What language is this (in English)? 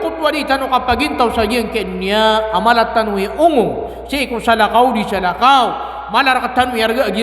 Maranao